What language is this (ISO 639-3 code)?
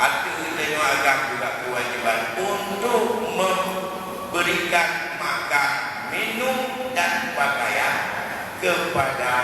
ace